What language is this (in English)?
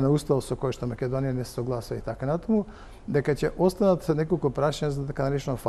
Macedonian